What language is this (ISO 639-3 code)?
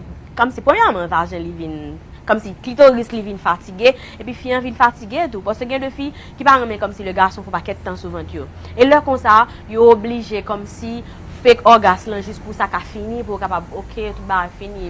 hat